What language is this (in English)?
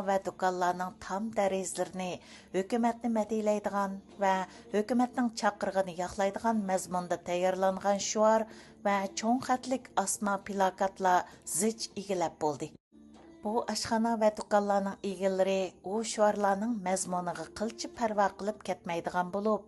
Uyghur